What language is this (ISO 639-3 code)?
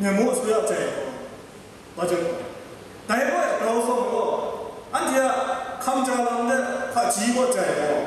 kac